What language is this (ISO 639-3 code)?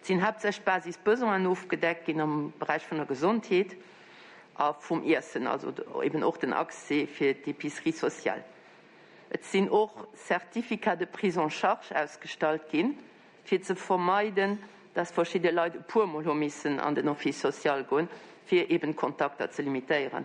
ltz